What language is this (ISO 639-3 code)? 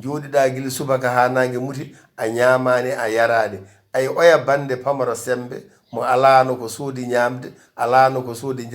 ful